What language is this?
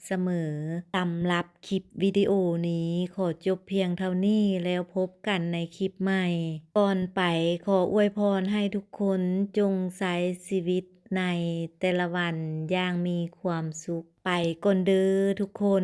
Lao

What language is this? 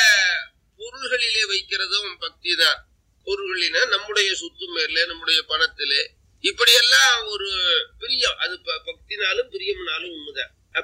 Tamil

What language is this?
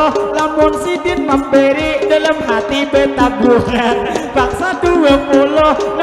Banjar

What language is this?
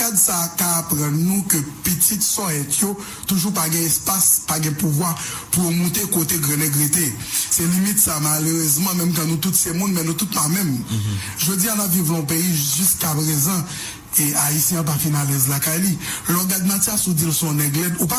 Haitian Creole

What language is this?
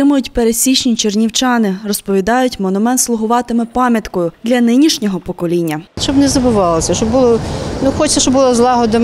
Ukrainian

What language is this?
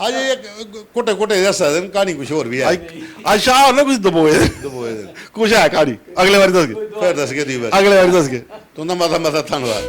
Dogri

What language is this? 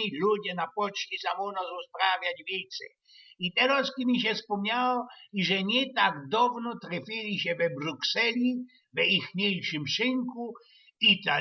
Silesian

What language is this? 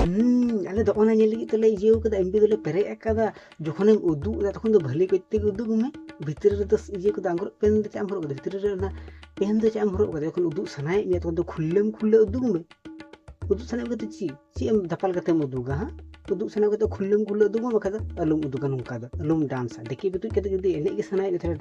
Santali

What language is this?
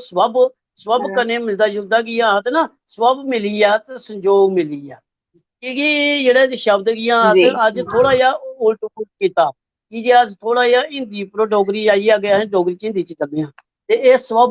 Dogri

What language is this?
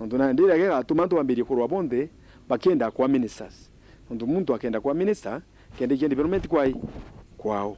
Meru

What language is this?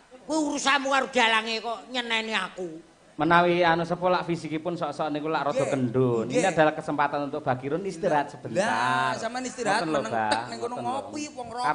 Javanese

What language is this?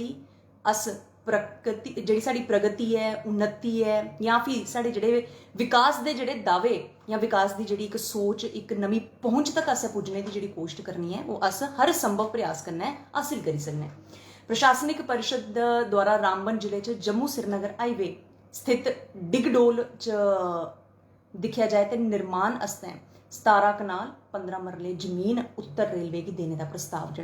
Dogri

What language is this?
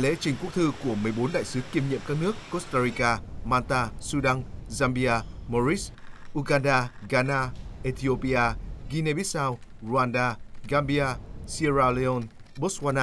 Vietnamese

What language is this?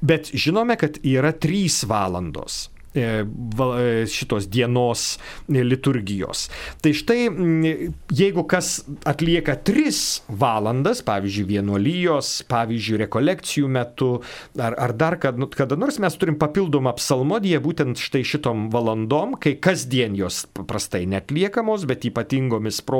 Lithuanian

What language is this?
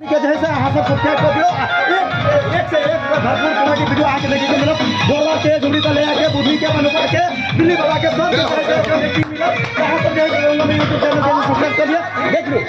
Maithili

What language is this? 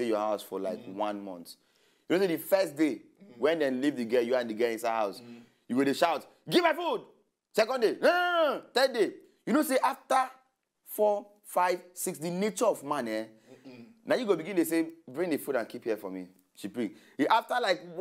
Nigerian Pidgin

